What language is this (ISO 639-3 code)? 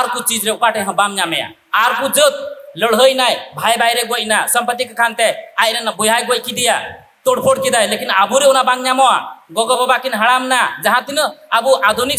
sat